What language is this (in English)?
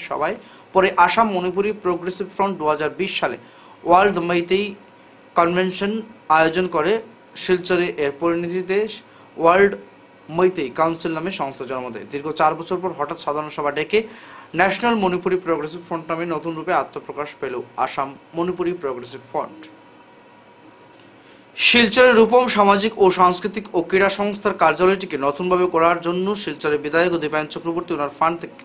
Bangla